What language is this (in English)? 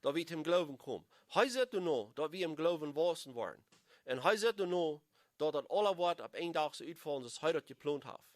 Plautdietsch